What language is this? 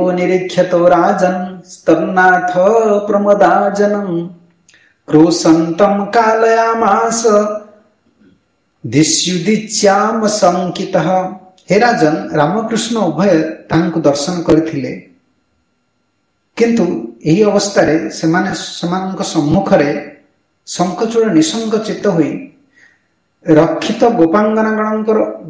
Odia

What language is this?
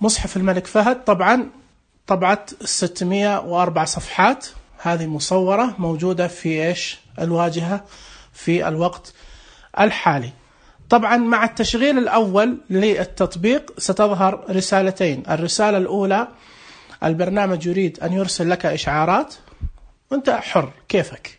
Najdi Arabic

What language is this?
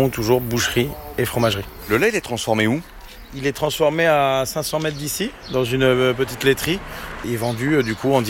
French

